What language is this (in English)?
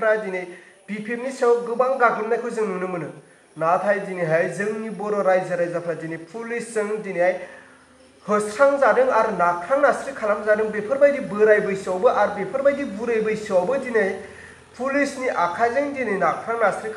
Bodo